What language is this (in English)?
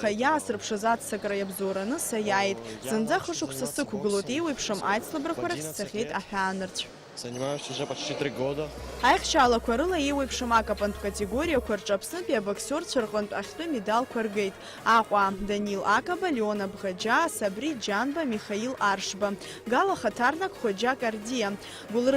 Abkhazian